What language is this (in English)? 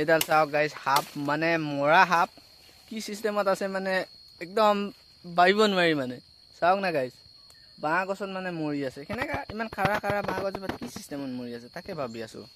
Assamese